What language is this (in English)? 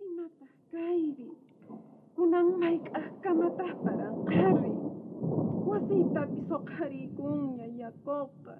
South Bolivian Quechua